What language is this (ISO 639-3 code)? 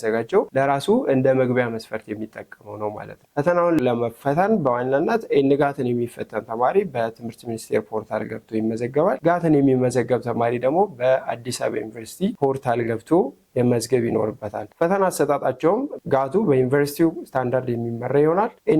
amh